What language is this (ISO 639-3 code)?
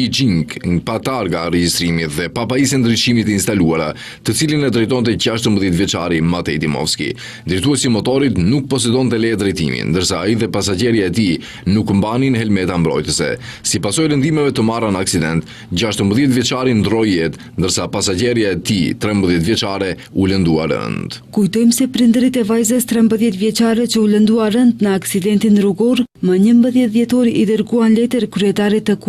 sqi